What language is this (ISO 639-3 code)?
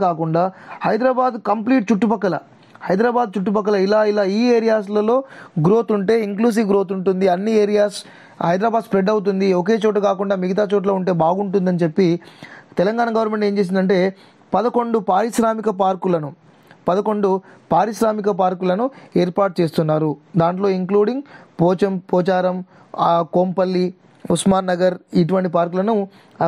tel